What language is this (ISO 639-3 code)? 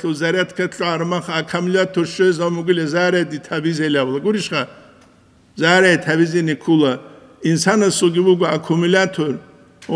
ava